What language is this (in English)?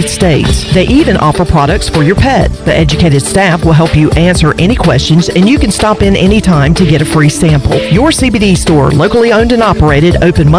English